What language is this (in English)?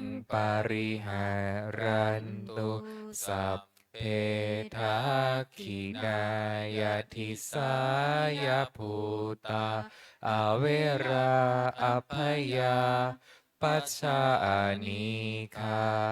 Pali